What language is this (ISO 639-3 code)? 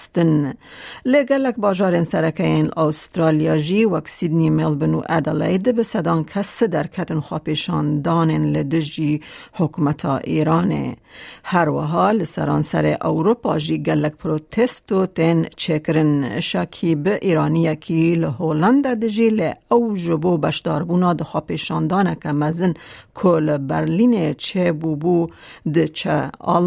kur